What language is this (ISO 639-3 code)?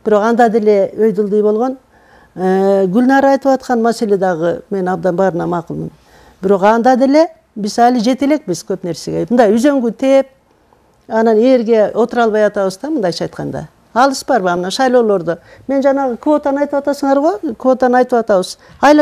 kir